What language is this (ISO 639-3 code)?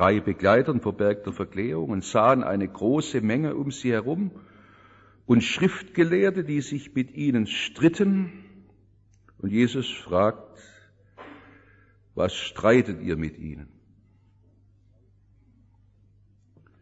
deu